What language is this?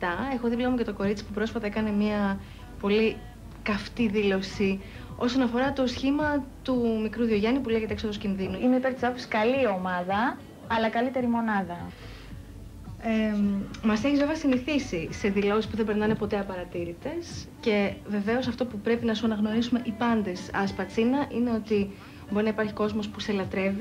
Greek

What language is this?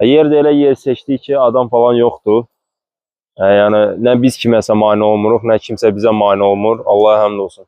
Azerbaijani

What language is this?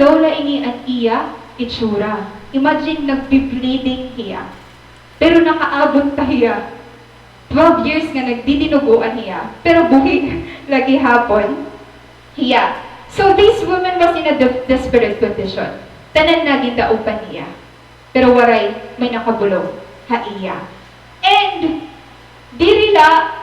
Waray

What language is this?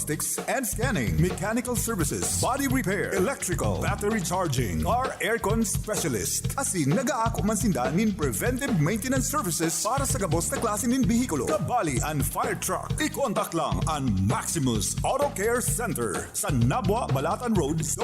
Bikol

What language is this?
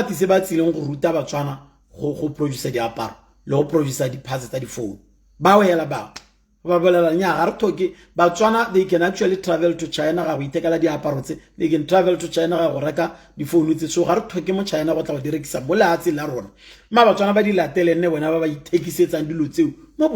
Tswana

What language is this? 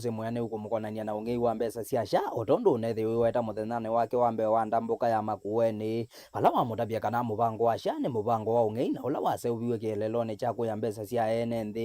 Kamba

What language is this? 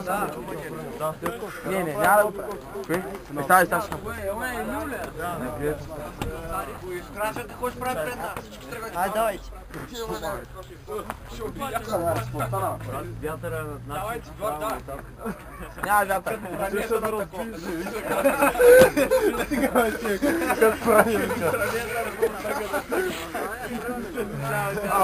Bulgarian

